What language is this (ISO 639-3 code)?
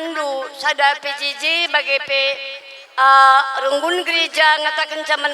btx